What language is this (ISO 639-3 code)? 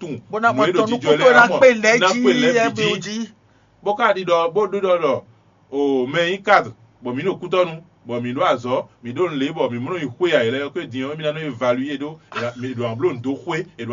fon